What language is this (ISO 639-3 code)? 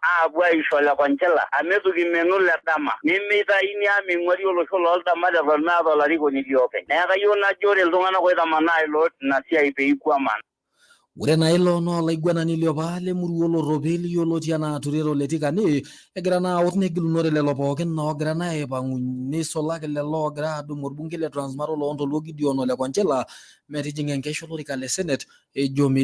mas